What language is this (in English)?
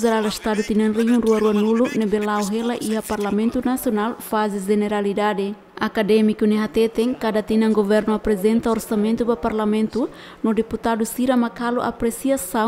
Tetum